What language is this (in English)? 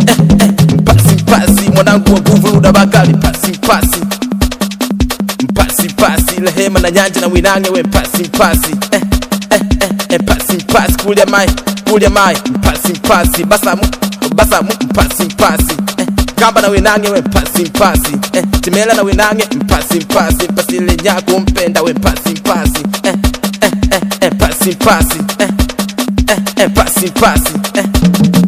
Swahili